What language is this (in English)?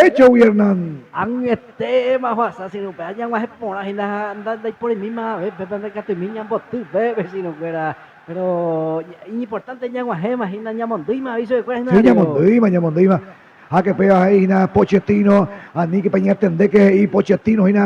Guarani